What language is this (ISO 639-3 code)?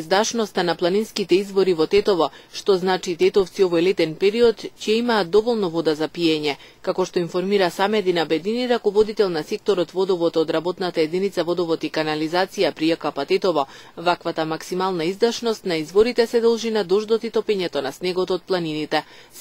mkd